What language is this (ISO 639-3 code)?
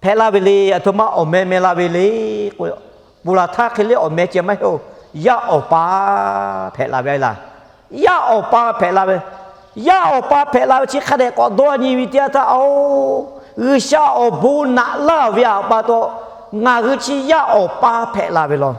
lhu